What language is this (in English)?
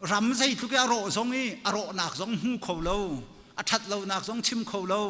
Hakha Chin